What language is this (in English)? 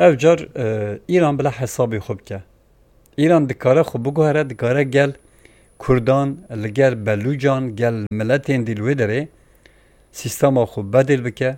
Kurdish